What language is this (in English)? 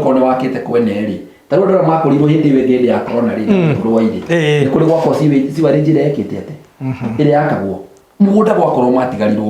Kikuyu